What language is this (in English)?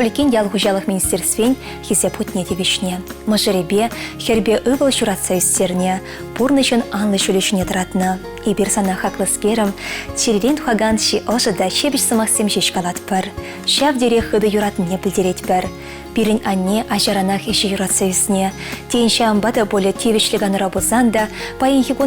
Chuvash